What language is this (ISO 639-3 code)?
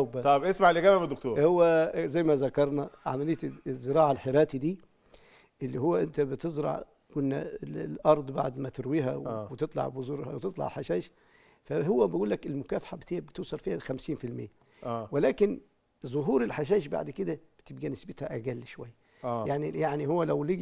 arz